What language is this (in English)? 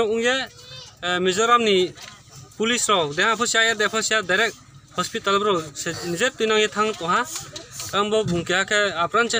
Riang (India)